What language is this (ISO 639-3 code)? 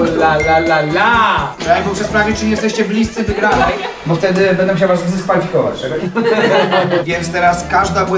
pol